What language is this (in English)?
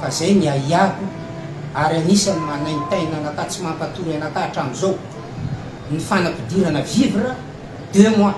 Malagasy